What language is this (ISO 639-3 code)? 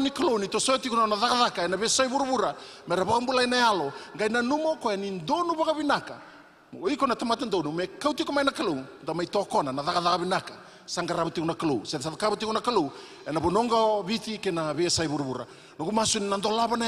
fij